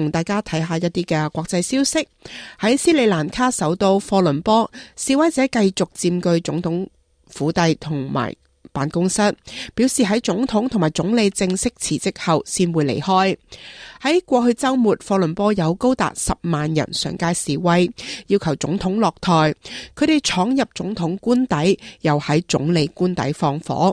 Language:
Cantonese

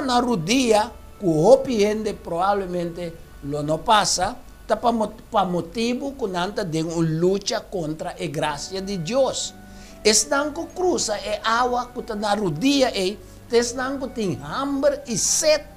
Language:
Papiamento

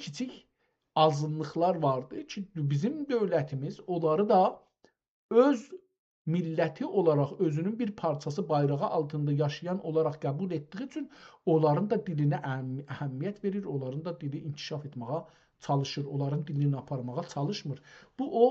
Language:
South Azerbaijani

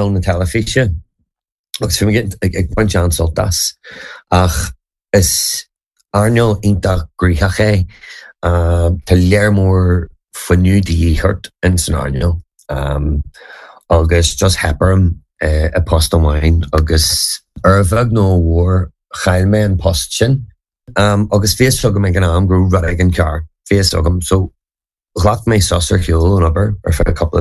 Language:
Irish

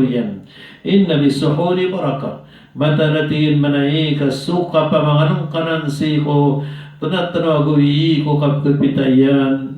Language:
Maranao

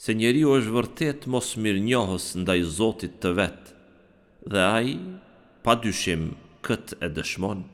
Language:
Albanian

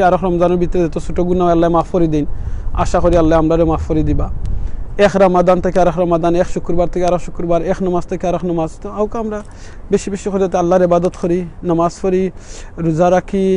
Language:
Sylheti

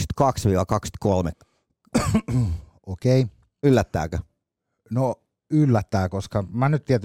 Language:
Finnish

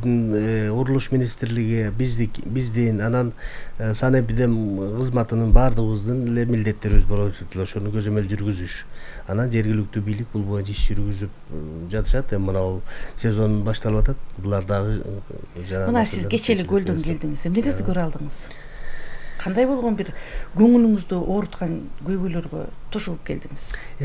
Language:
Kyrgyz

